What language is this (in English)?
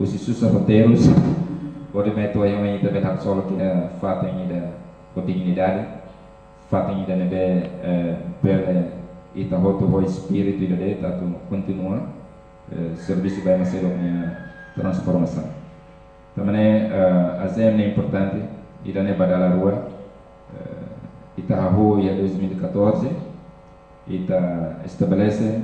Tetum